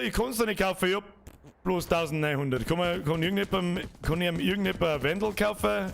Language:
Bavarian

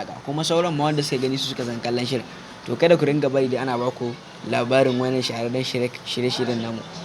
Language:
Hausa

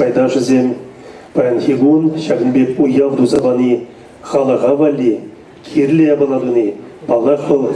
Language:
Chuvash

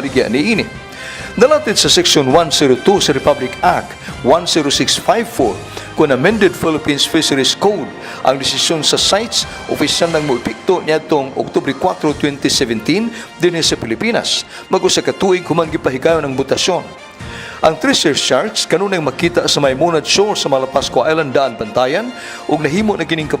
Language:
Cebuano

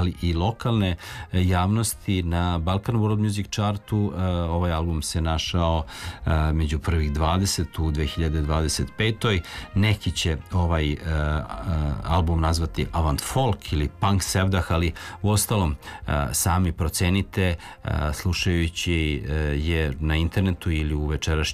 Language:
Serbian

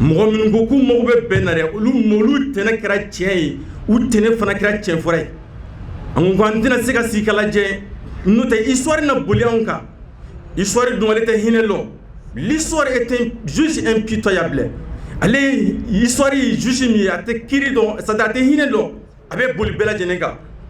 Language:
Bambara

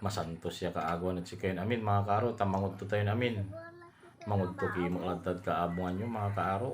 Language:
Pangasinan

